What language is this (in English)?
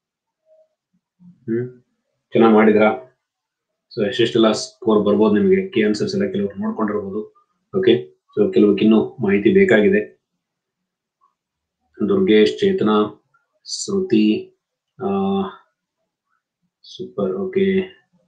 Kannada